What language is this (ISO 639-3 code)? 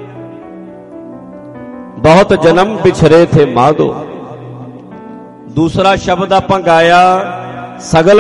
pan